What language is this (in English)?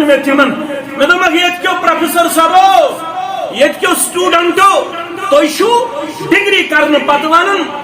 Kashmiri